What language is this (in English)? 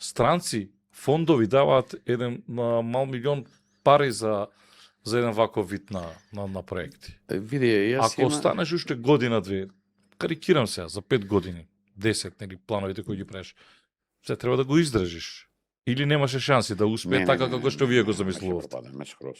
Macedonian